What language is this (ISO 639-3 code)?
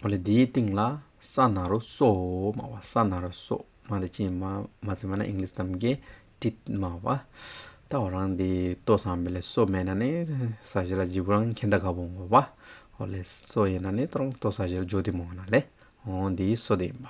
scp